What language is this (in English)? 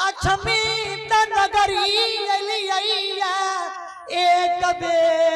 Maithili